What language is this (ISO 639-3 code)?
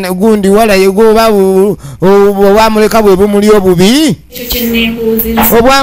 lug